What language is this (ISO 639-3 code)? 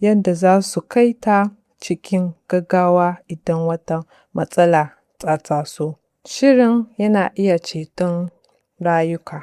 hau